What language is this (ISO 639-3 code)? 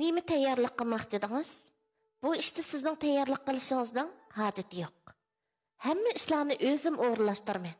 uig